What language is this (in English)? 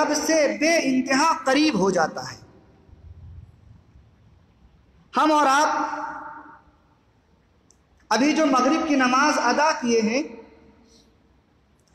Urdu